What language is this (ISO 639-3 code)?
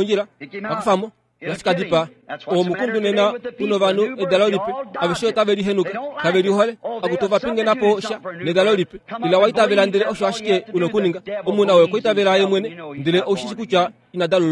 kua